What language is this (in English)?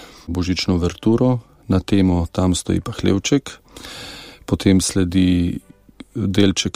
Slovenian